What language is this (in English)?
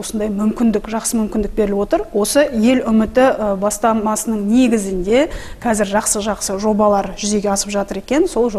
Kazakh